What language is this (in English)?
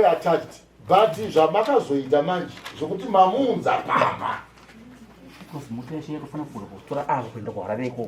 Shona